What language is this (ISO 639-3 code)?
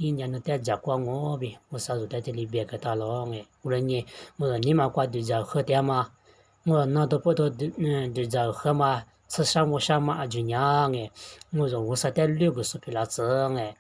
lis